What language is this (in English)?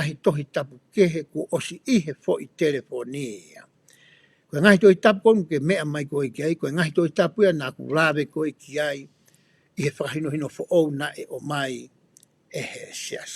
Tongan